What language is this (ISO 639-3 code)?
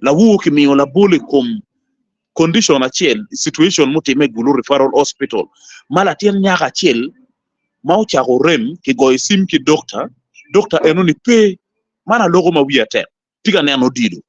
ach